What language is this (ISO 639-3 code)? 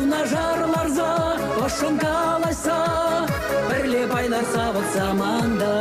chv